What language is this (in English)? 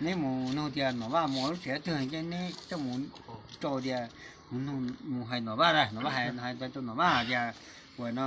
Hmong